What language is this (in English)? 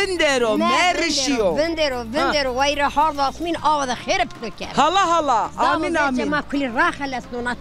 Zaza